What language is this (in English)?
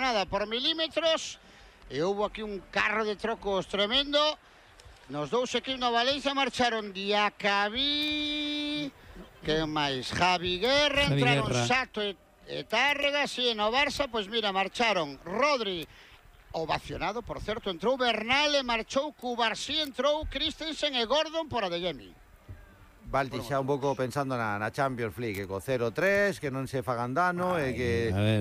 Galician